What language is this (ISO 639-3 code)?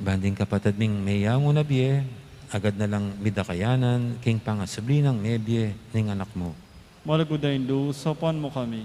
pam